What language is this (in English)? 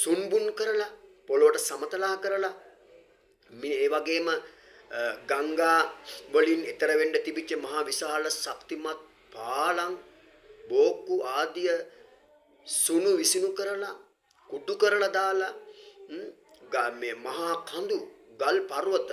Sinhala